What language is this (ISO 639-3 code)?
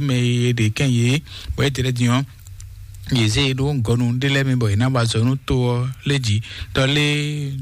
fon